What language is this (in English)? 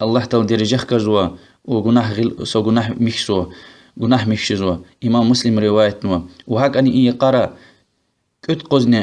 Lezghian